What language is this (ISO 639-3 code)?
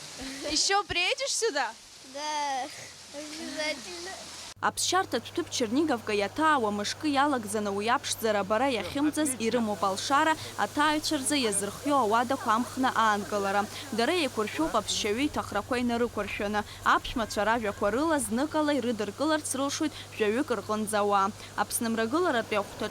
abk